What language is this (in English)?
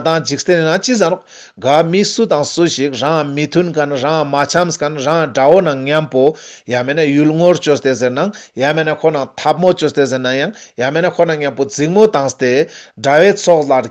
Ladakhi